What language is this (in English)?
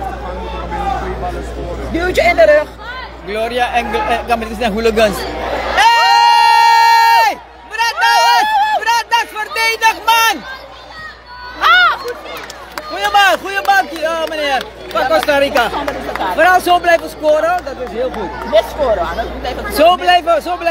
Dutch